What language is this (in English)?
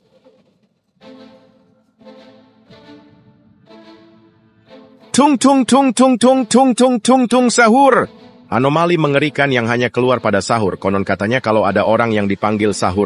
Indonesian